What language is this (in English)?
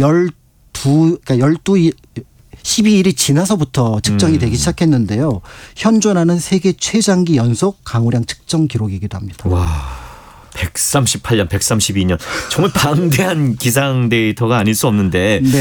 Korean